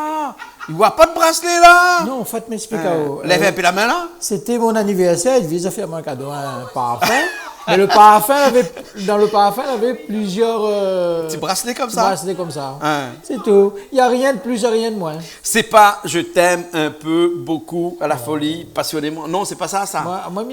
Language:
Réunion Creole French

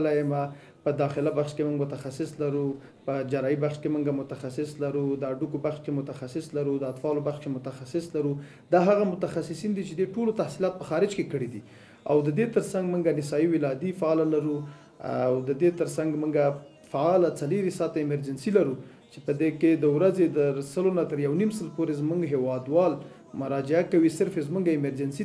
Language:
Pashto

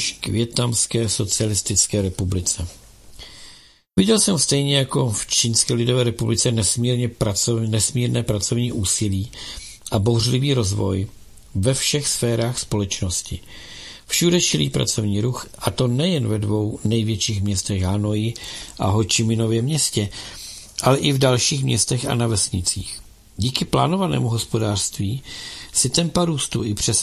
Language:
Czech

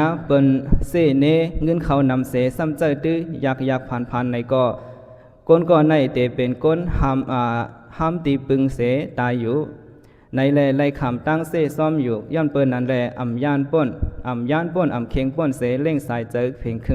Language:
Shan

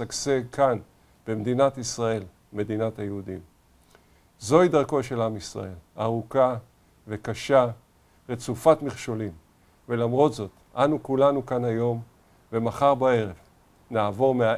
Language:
Hebrew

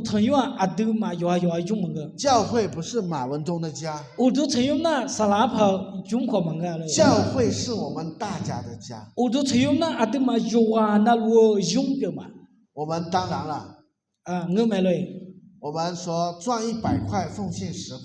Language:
Akha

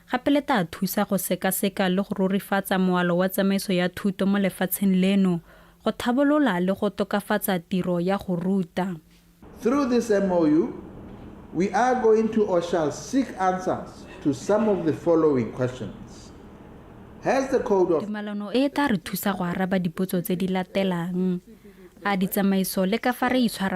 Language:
Tswana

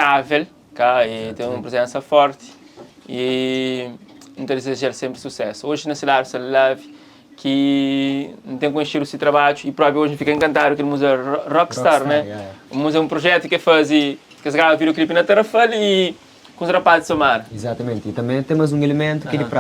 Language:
Kabuverdianu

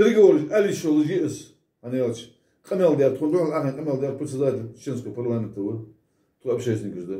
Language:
Ingush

